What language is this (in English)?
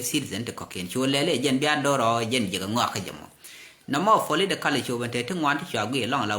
Nuer